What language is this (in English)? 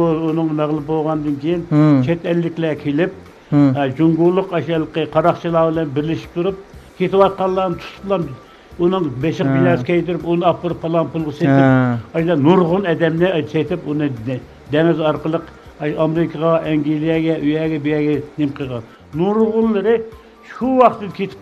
Uyghur